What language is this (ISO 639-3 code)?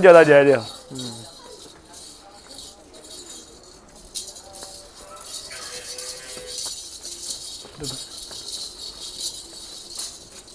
pan